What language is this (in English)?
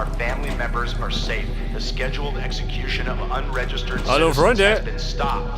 Bavarian